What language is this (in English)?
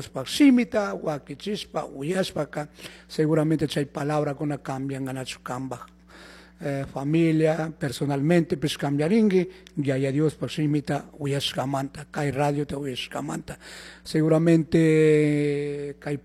Chimborazo Highland Quichua